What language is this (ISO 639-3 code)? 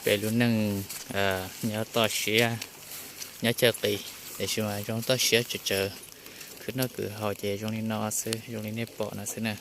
hmn